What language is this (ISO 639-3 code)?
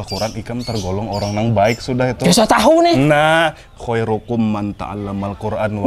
bjn